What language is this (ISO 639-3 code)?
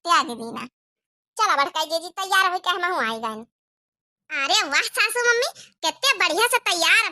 awa